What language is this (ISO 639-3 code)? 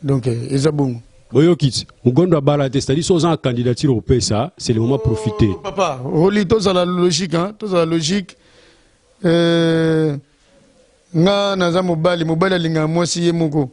lin